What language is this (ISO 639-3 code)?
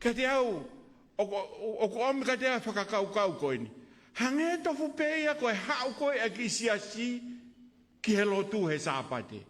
ton